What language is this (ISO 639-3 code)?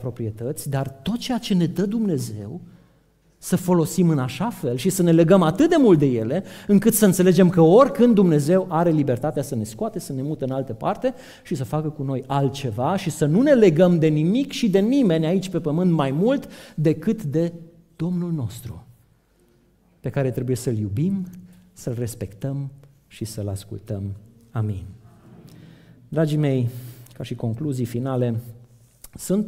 ron